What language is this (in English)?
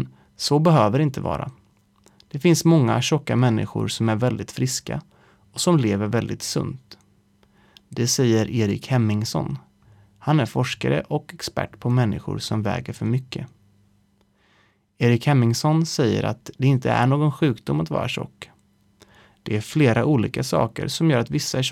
Swedish